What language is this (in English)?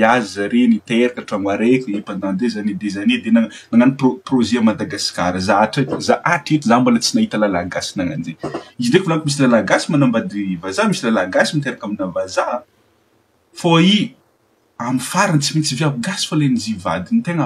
Malagasy